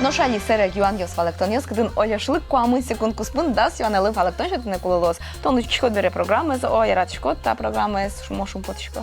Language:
Udmurt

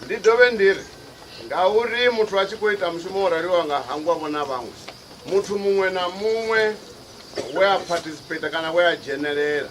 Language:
Venda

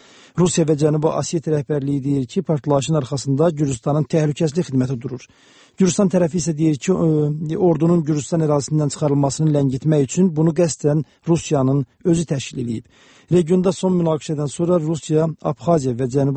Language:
Azerbaijani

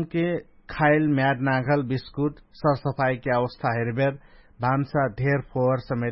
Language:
Dangaura Tharu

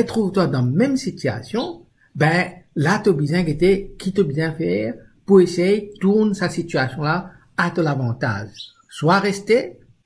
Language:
Morisyen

